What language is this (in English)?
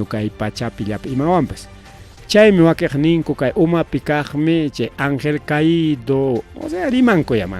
Ayacucho Quechua